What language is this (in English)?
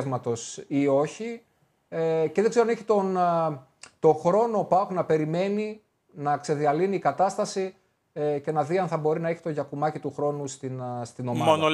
Greek